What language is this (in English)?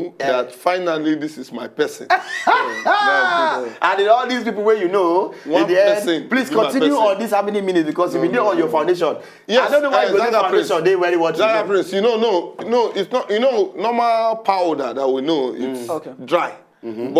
Nigerian Pidgin